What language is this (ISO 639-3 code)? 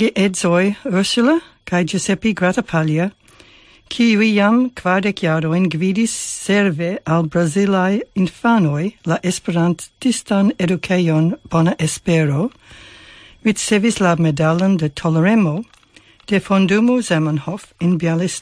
epo